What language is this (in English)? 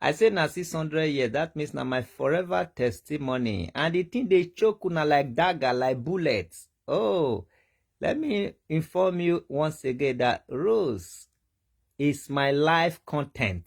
Nigerian Pidgin